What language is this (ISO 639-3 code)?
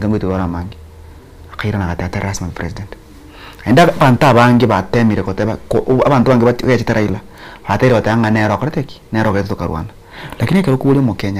guz